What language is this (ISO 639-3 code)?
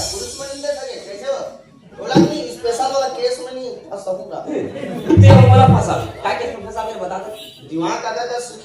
hne